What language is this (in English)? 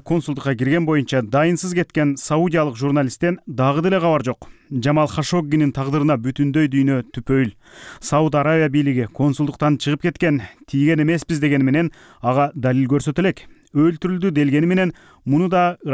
Kyrgyz